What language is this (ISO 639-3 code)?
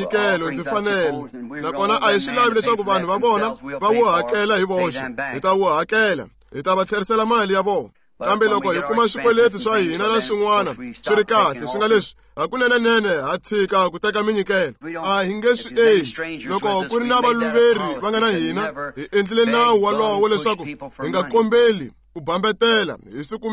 tso